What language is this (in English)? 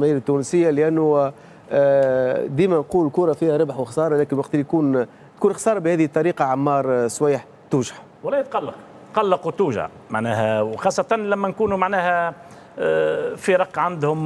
Tunisian Arabic